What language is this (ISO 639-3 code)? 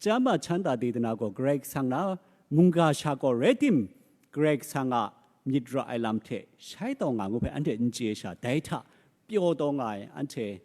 kac